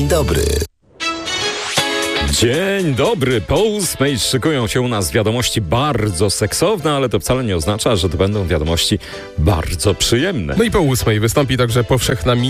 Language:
Polish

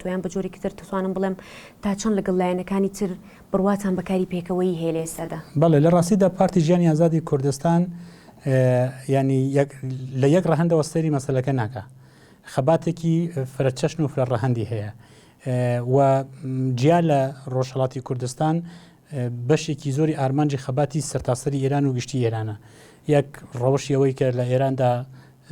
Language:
Central Kurdish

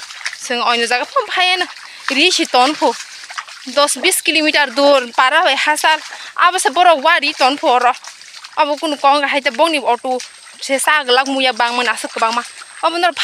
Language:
Kok Borok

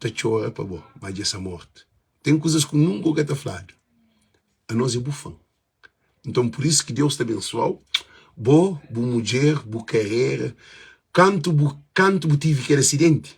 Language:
Kabuverdianu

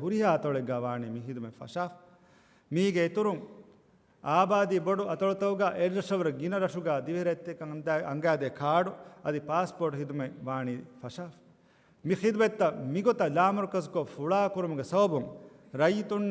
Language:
Divehi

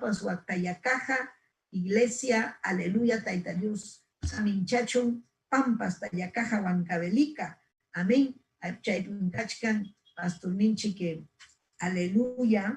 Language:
Ayacucho Quechua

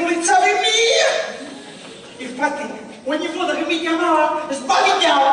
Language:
Sicilian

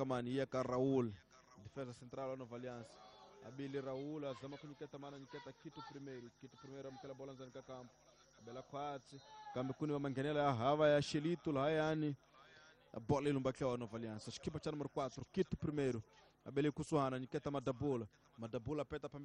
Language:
Tsonga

